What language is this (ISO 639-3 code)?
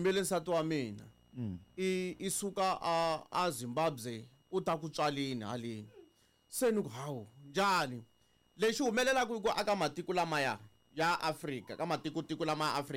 tso